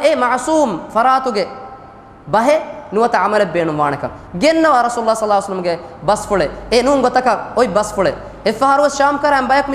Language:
Divehi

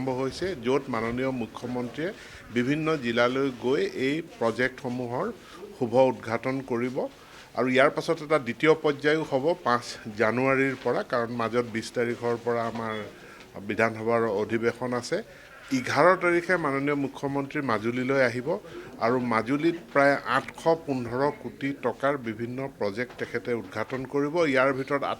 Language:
Assamese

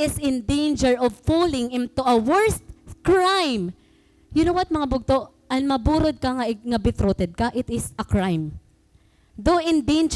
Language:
Waray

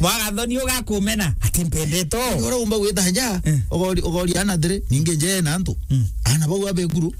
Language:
Meru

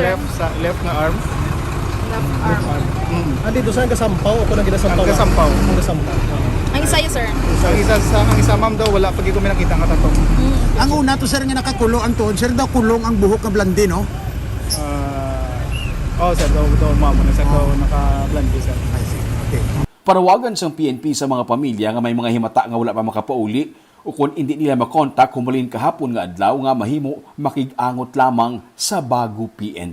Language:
Hiligaynon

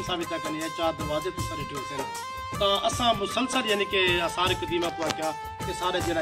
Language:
Saraiki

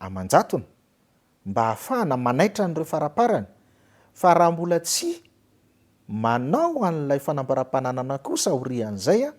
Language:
Malagasy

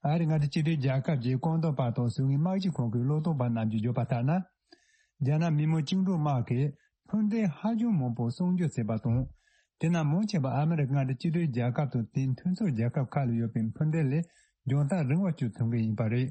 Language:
Tibetan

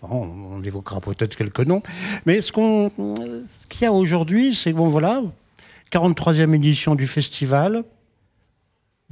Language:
French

